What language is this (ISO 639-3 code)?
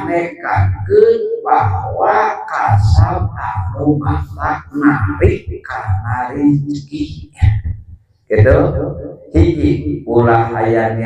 sun